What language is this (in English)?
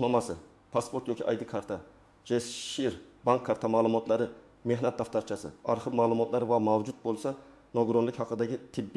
Uzbek